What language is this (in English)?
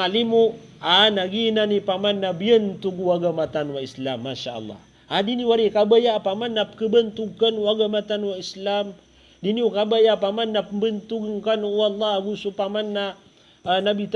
Maranao